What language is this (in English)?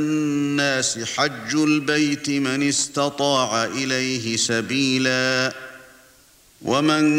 Arabic